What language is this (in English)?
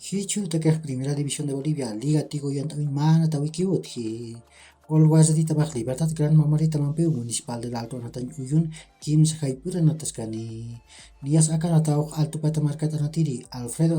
Aymara